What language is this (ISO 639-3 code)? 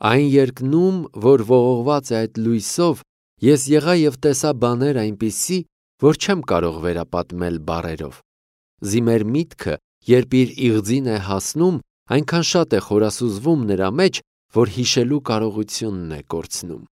hye